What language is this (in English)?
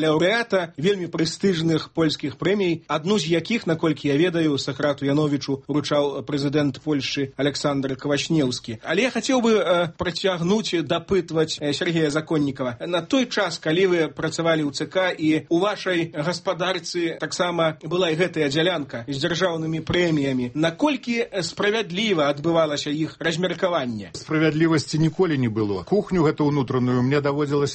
Belarusian